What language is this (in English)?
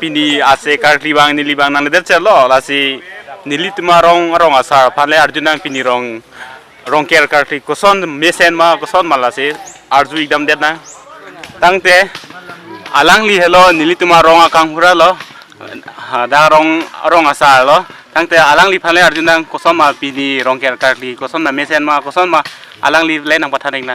Karbi